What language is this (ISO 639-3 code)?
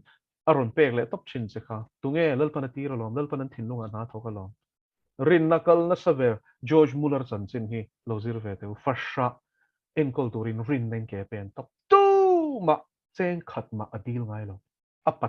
lus